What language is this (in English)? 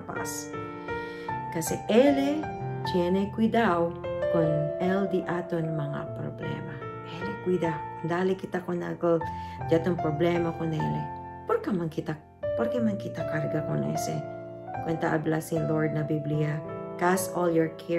Chavacano